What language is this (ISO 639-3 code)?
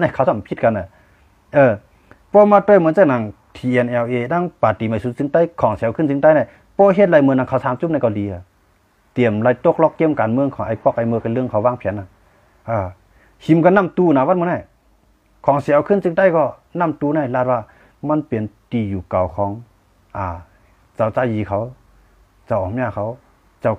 shn